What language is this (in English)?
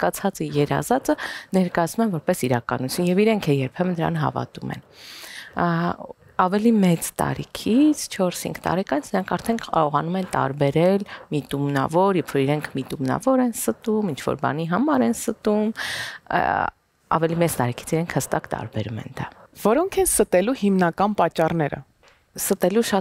Armenian